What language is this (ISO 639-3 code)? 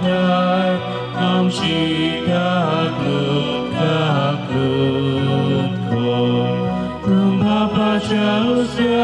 kok